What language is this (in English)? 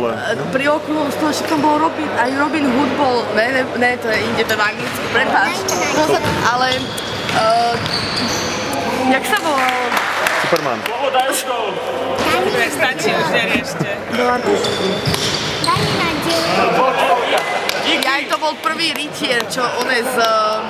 Slovak